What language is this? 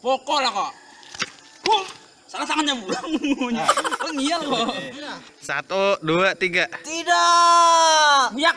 Banjar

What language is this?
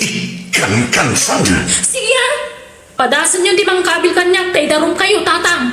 Iloko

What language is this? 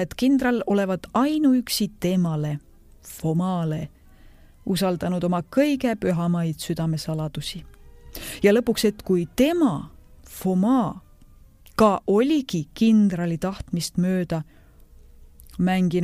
Estonian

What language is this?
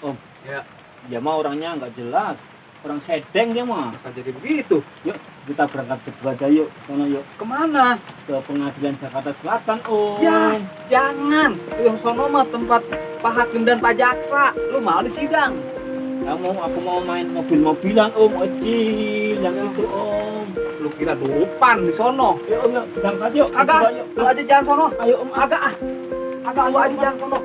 Betawi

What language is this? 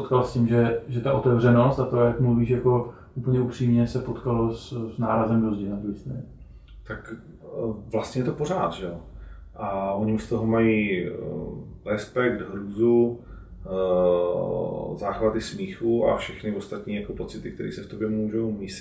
Czech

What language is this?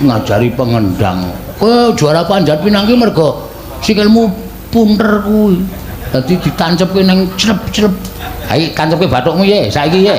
Javanese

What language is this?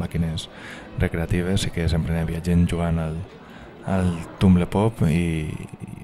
Catalan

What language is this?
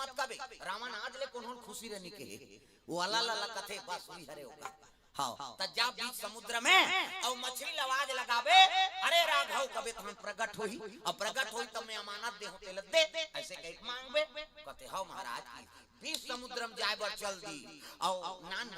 Chhattisgarhi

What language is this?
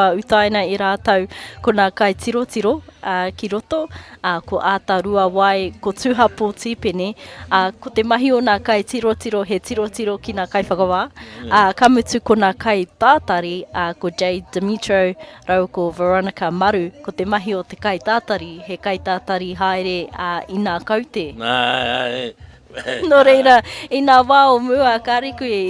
Māori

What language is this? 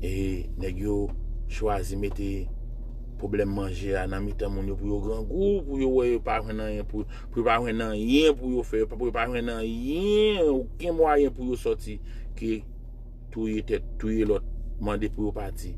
Haitian Creole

